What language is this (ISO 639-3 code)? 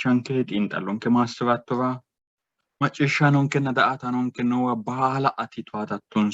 sid